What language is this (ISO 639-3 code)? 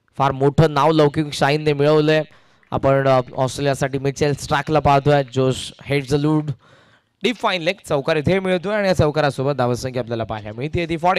mar